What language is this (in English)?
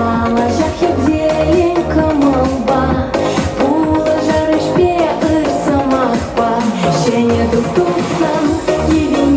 Chuvash